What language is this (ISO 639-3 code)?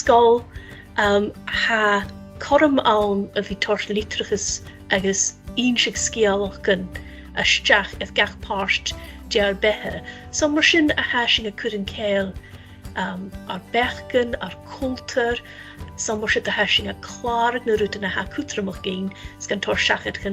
gla